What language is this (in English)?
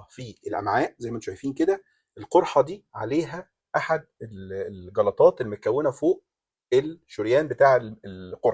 Egyptian Arabic